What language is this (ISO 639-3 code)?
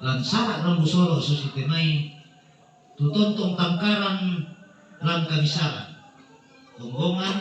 sda